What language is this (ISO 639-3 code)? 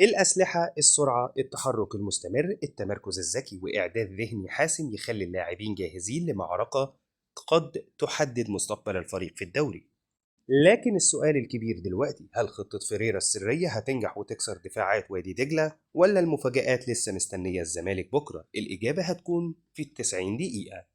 arz